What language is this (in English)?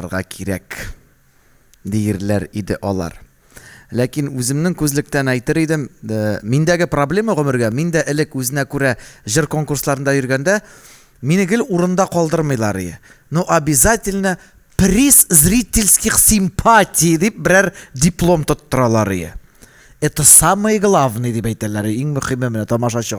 Tatar